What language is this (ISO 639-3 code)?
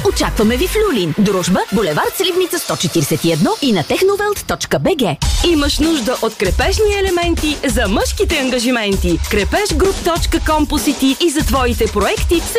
bul